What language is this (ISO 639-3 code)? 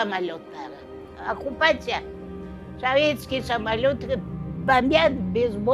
crh